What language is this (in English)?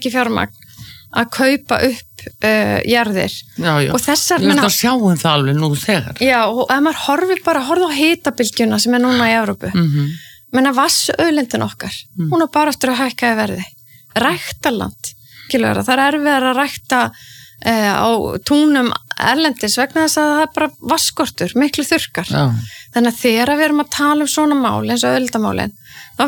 Icelandic